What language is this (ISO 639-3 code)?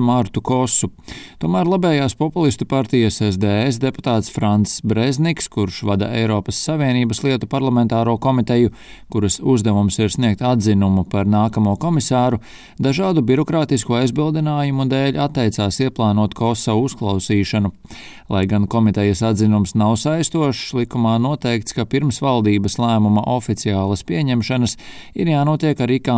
lav